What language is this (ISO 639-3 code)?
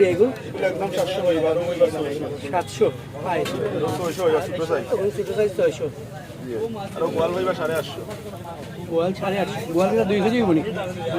syl